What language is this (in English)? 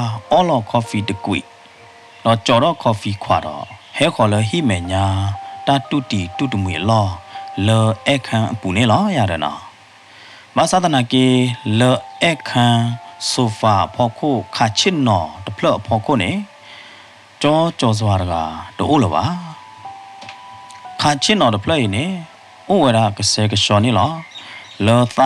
S'gaw Karen